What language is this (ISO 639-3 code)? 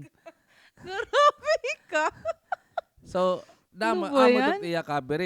war